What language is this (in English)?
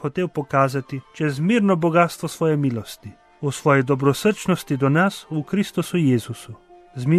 Slovenian